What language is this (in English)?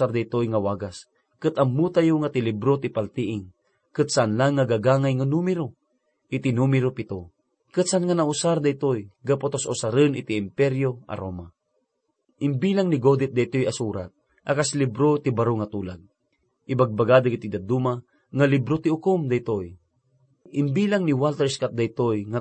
Iloko